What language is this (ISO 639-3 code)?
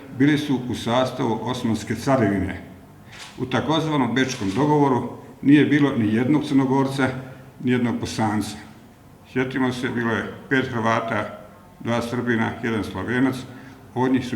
bos